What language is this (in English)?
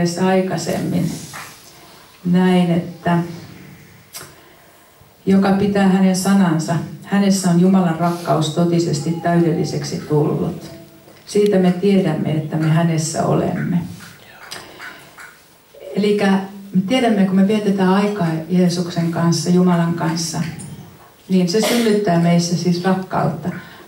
Finnish